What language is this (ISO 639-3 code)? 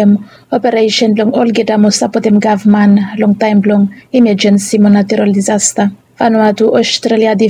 bis